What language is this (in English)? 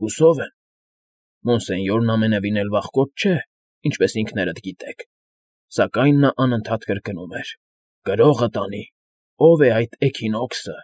Armenian